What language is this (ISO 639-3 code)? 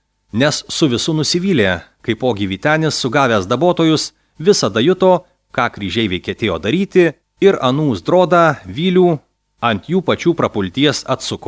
lit